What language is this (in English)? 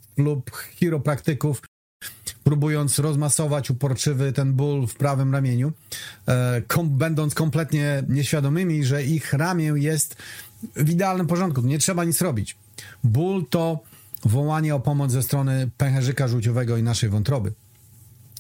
Polish